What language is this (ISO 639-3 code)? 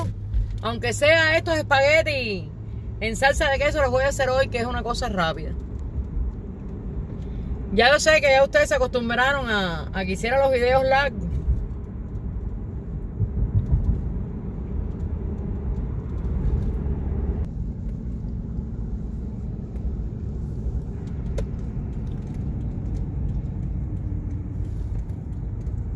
spa